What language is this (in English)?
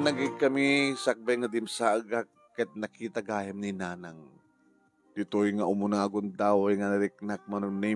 Iloko